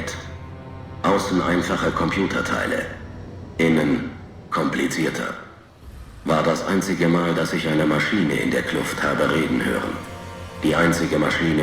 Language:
Bavarian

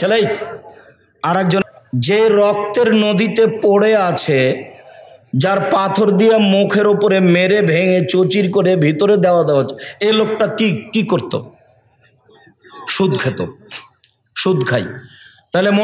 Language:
Bangla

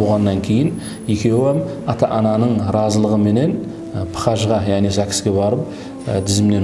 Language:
Kara-Kalpak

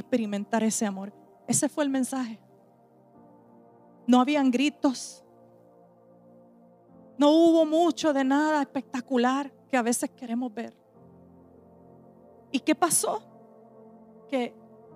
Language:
Spanish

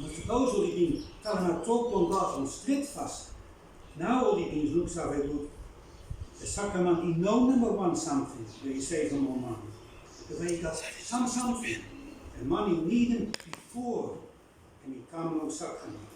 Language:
Bislama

